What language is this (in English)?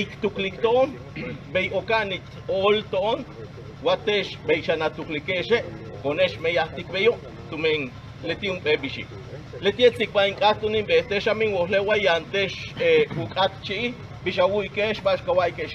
Yucateco